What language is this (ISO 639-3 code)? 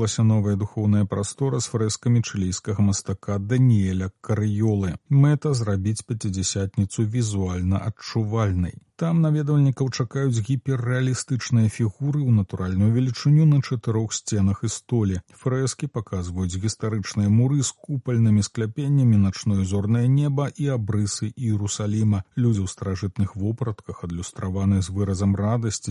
bel